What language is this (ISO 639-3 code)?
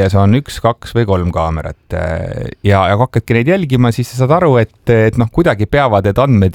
est